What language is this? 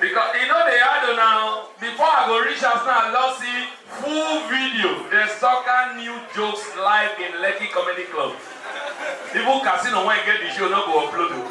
Nigerian Pidgin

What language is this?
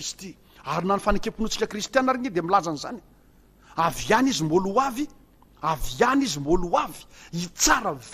Malagasy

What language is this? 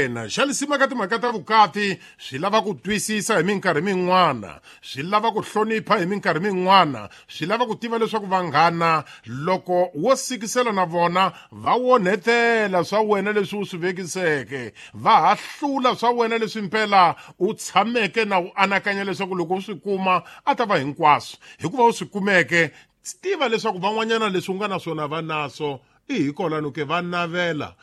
Tsonga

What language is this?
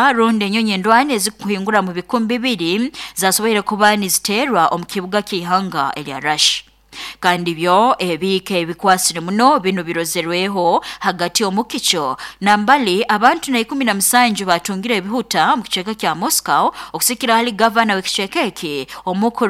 Nyoro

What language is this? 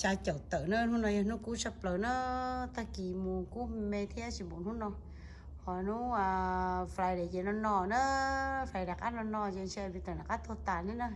Hmong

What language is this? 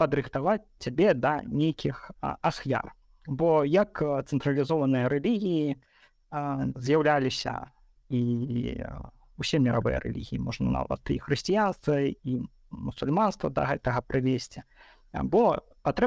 Belarusian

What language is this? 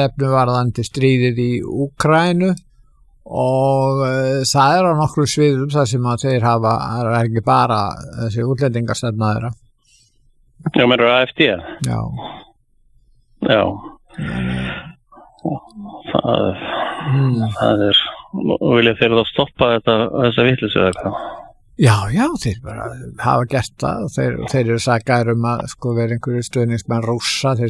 Icelandic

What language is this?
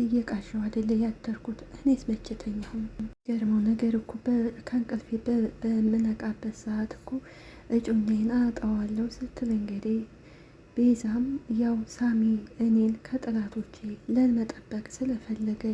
Amharic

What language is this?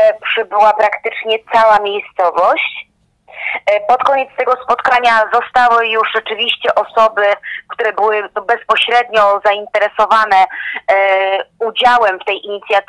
Polish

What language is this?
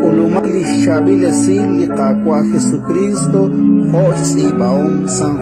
Kekchí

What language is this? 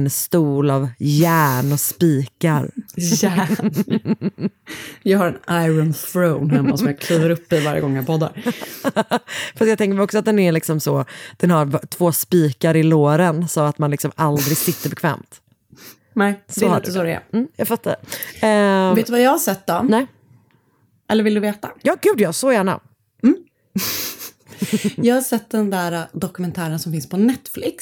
Swedish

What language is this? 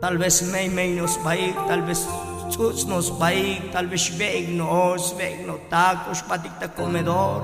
Tzotzil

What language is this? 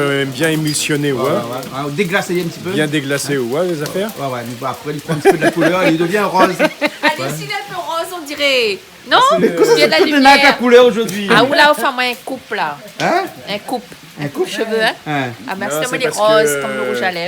Réunion Creole French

